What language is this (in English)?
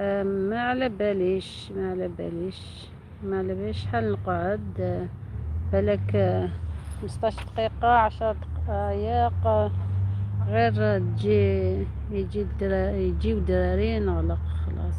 Algerian Arabic